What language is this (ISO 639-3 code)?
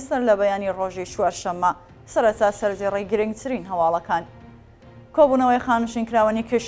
ckb